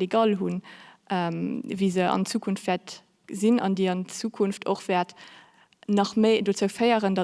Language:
Luxembourgish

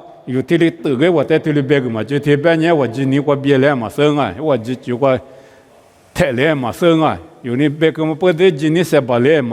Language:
Lisu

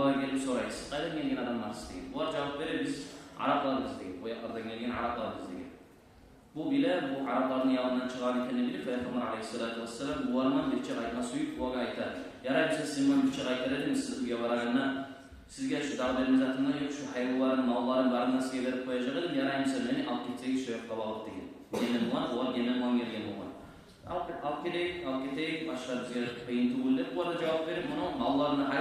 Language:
Kumyk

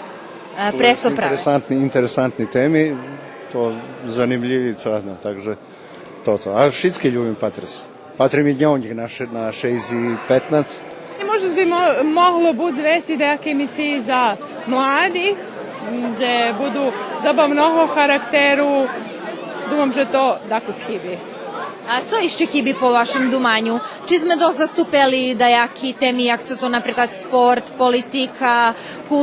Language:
Rusyn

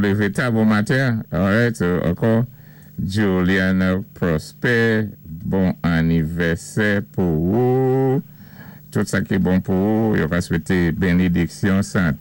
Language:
Saint Lucian Creole French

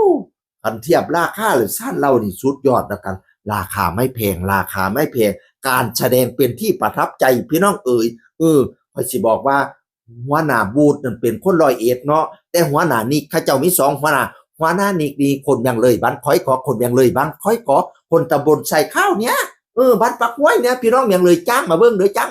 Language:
Northeastern Thai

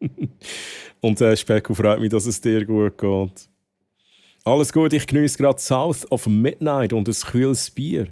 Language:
Swiss German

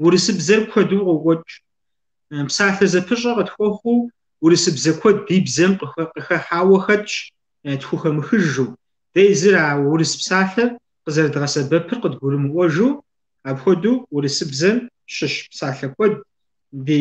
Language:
Kabardian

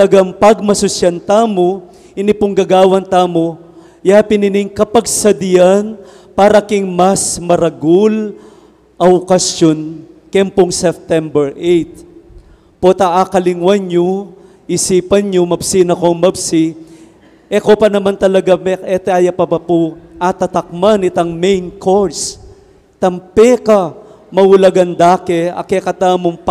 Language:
Pampanga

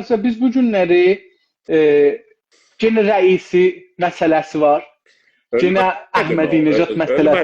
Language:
South Azerbaijani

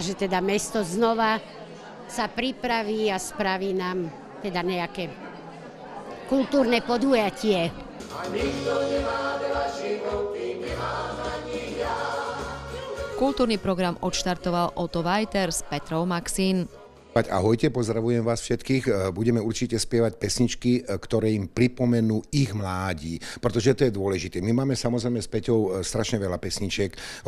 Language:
Slovak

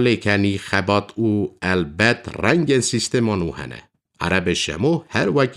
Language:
Kurdish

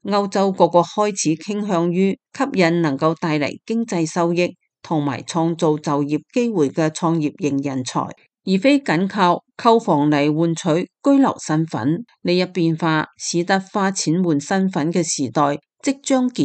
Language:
Cantonese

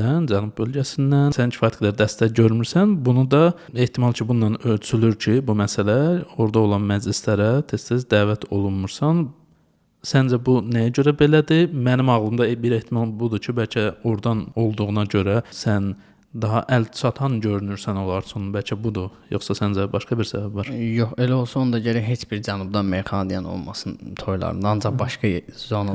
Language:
Azerbaijani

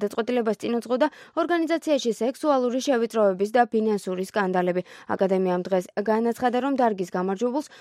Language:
Georgian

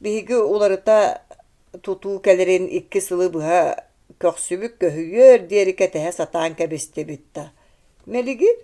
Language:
Yakut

